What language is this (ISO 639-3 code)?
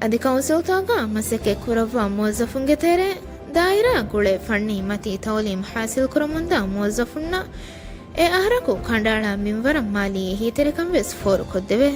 div